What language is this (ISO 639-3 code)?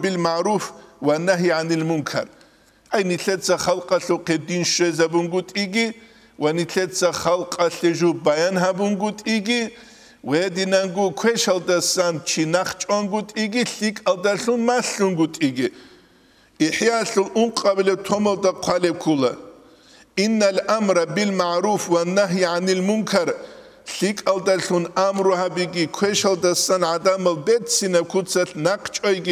ava